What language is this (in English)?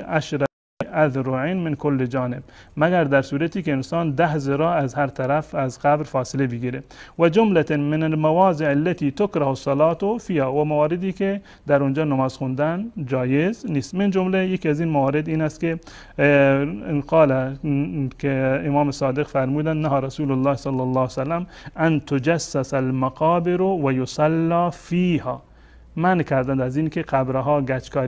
Persian